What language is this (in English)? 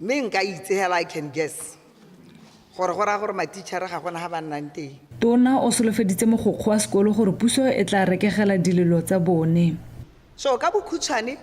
Tswana